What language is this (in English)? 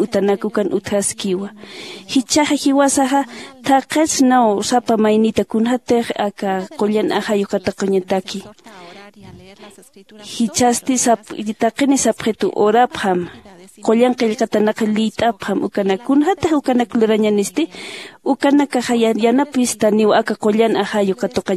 Aymara